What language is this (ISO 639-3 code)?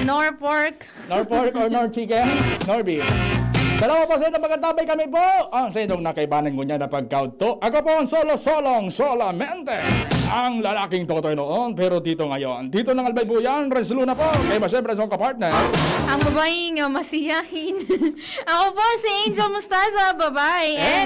bik